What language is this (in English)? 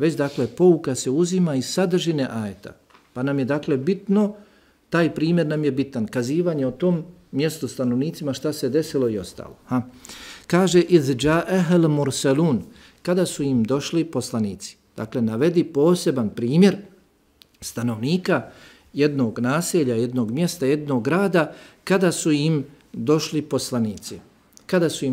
Bosnian